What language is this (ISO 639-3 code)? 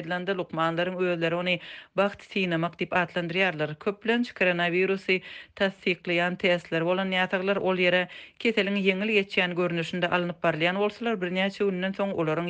tuk